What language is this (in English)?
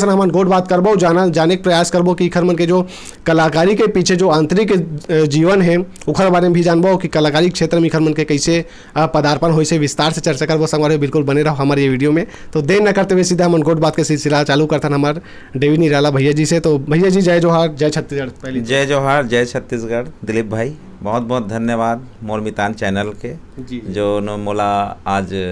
Chhattisgarhi